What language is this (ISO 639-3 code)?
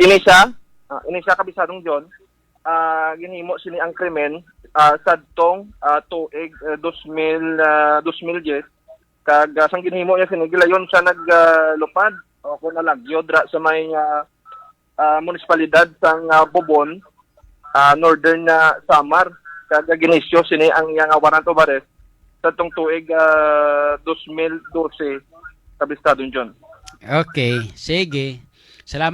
hil